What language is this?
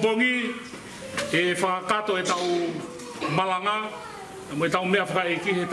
Tongan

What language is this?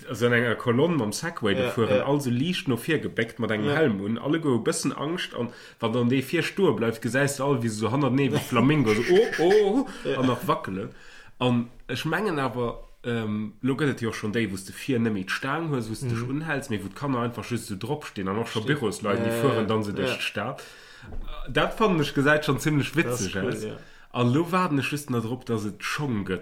Luxembourgish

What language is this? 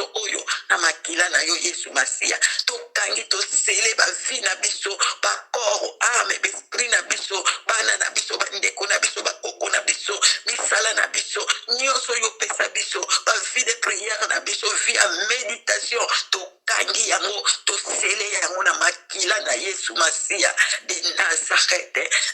Lingala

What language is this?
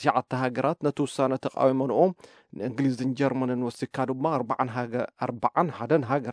Tigrinya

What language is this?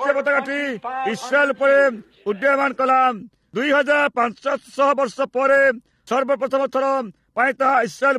Odia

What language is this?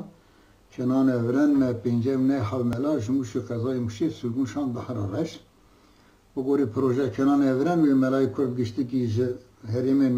Kurdish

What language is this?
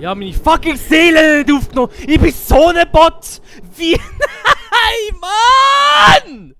Swiss German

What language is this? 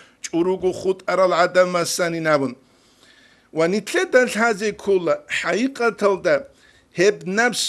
Avaric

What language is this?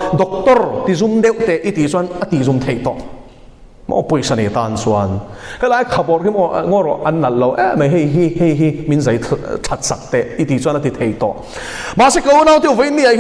Mizo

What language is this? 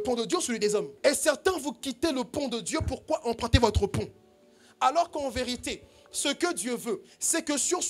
French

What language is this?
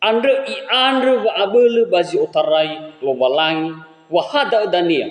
Nias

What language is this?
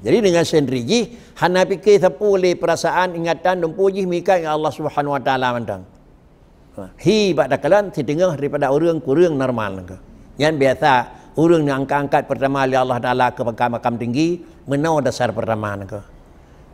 Achinese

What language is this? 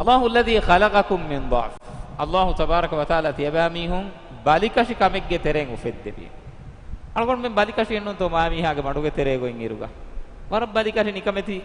Divehi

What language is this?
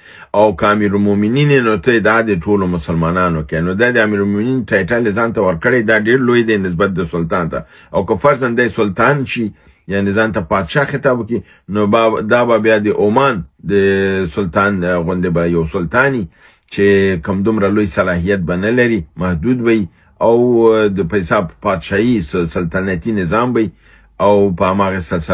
Pashto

